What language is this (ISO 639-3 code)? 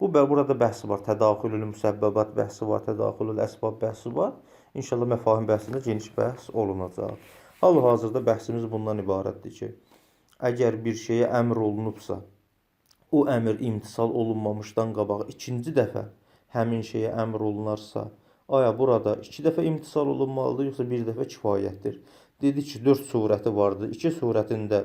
aze